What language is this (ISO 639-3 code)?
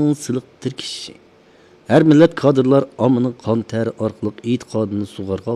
uig